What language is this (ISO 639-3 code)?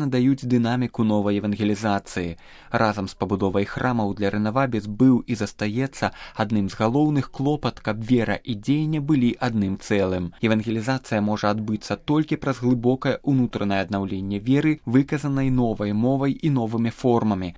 bel